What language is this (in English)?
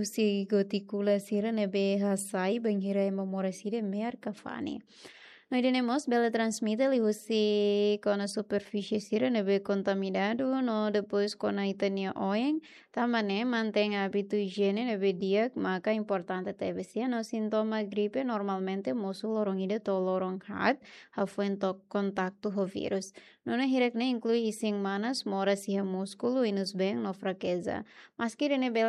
Tetum